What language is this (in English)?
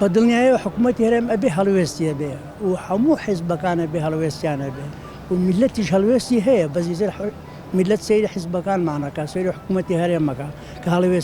Central Kurdish